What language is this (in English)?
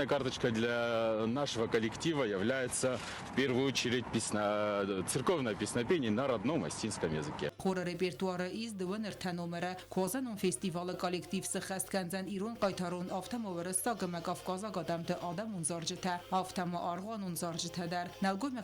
Ossetic